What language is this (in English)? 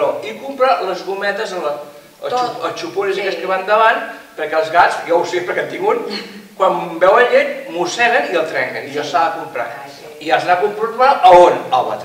Catalan